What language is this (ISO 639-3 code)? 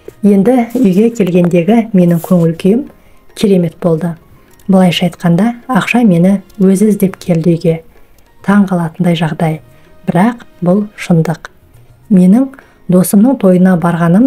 kaz